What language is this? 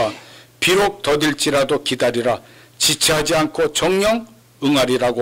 Korean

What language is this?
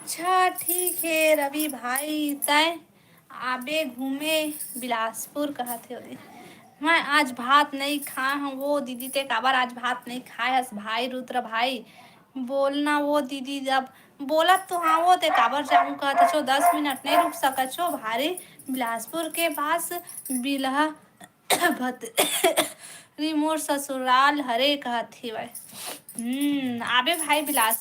Chhattisgarhi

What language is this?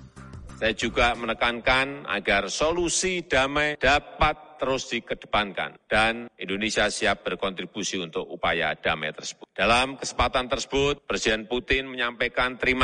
Indonesian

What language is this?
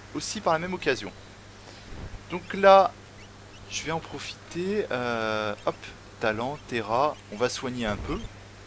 French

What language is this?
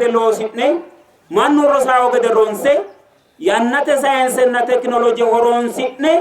Sidamo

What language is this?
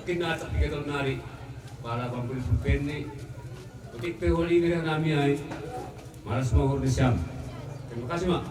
Batak Simalungun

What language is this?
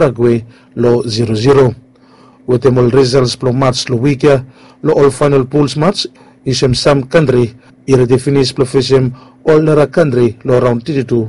Bislama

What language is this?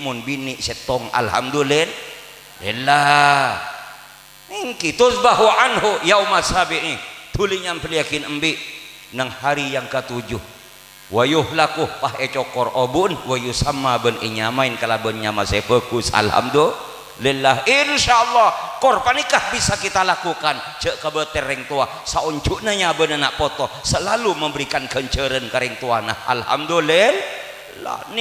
Madurese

